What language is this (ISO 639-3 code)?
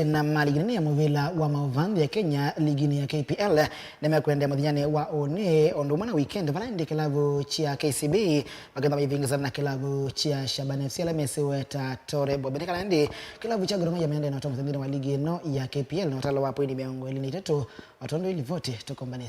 kam